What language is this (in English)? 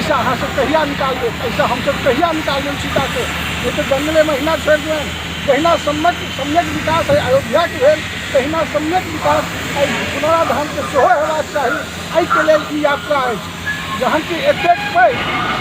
Maithili